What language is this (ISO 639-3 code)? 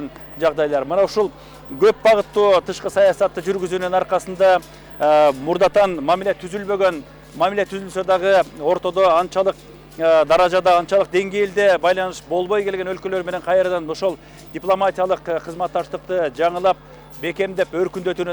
kir